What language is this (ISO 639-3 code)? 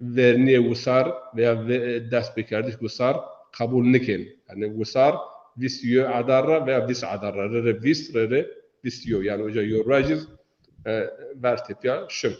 zza